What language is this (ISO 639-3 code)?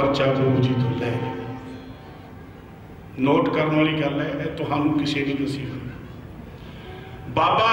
pan